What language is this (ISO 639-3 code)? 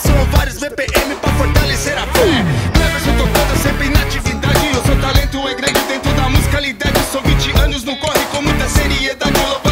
por